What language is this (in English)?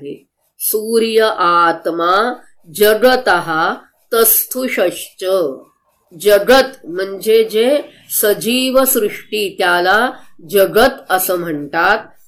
Marathi